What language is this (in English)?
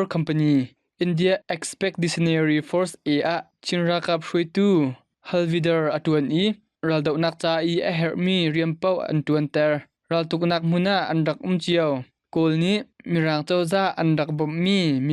Hakha Chin